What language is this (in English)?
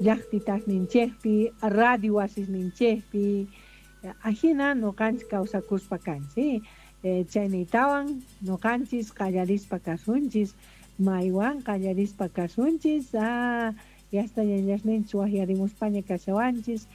South Bolivian Quechua